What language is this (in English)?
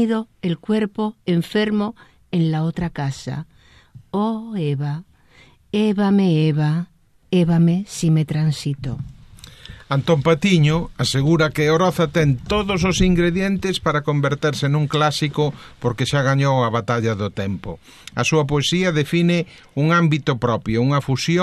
Galician